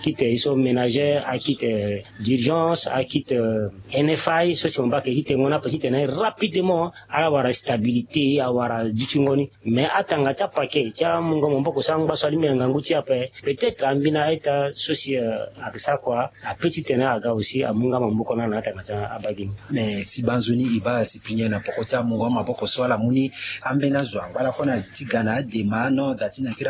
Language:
Sango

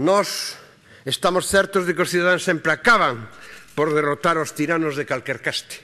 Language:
Galician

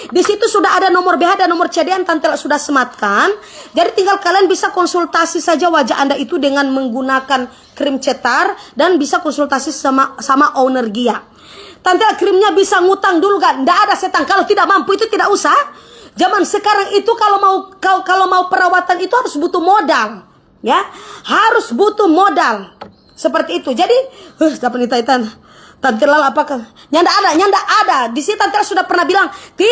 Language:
Manado Malay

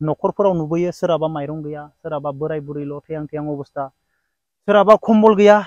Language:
Bodo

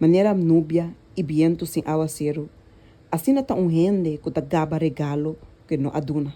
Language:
Papiamento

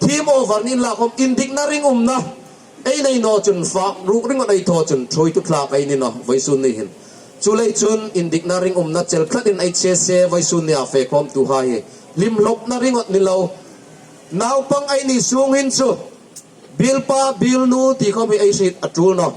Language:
Hmar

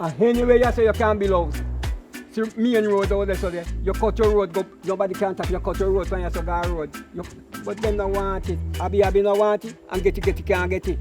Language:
Jamaican Creole English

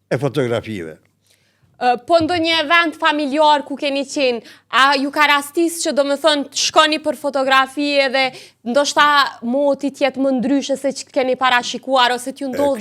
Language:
Albanian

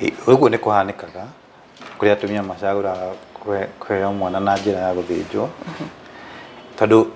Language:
Kikuyu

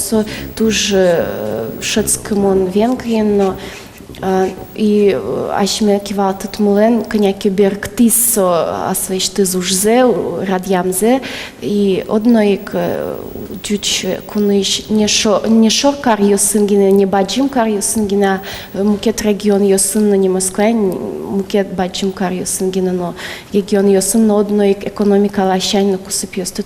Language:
Udmurt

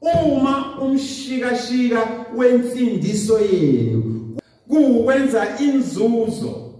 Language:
Zulu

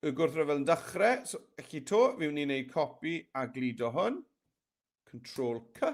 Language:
Welsh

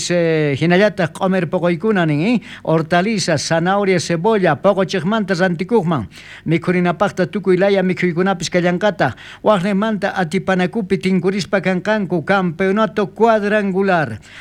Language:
South Bolivian Quechua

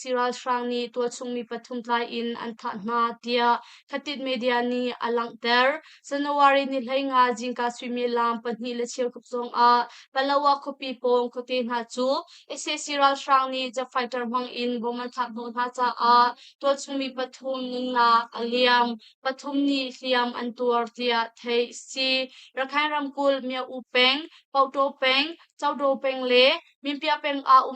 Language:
Hakha Chin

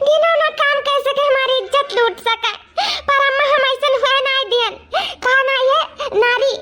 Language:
Awadhi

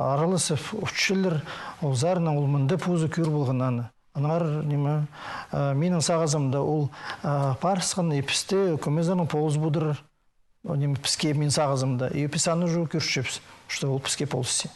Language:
Khakas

